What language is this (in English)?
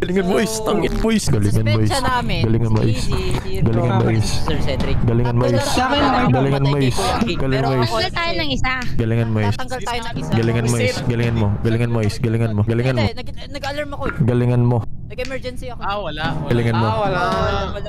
Filipino